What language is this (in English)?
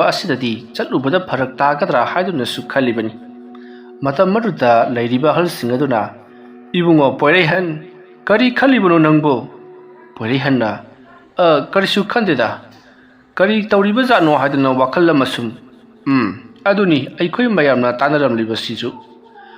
Manipuri